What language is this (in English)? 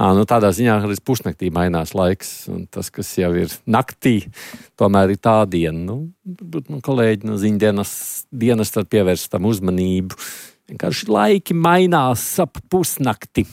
Latvian